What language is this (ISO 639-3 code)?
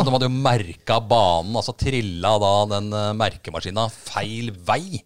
nor